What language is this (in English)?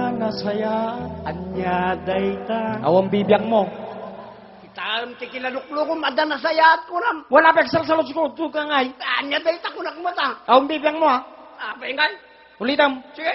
Iloko